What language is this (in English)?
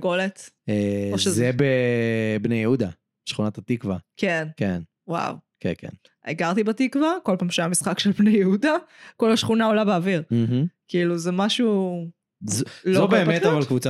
Hebrew